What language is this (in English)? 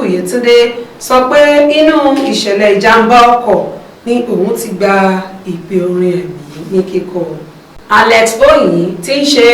Yoruba